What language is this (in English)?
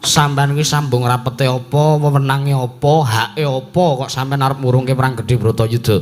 Javanese